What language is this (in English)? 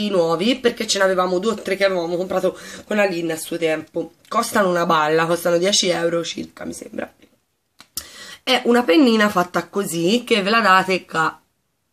Italian